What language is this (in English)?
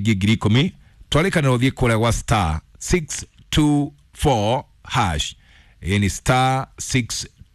Kikuyu